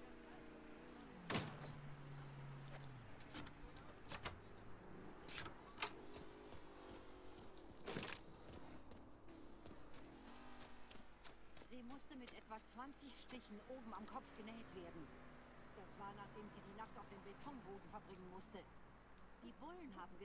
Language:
German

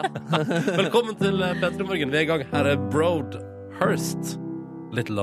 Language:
Norwegian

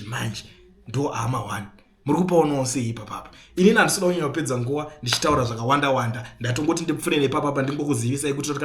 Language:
Shona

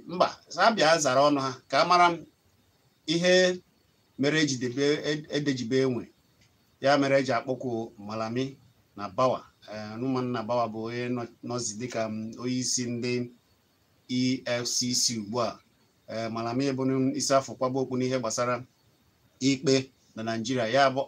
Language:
Igbo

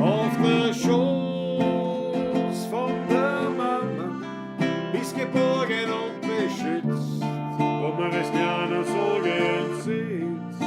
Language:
Bavarian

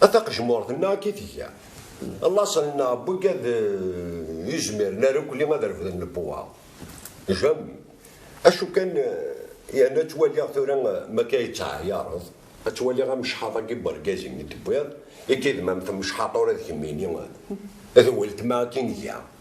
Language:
Kabyle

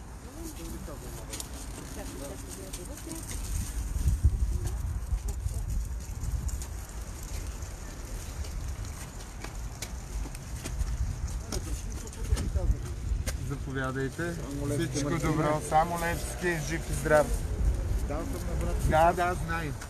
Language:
Bulgarian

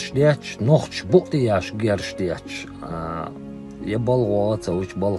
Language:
Chechen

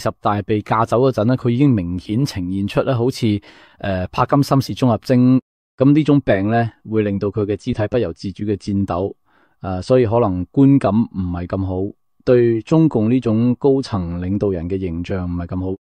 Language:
Cantonese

